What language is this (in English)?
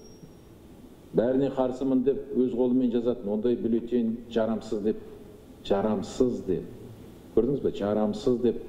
Kazakh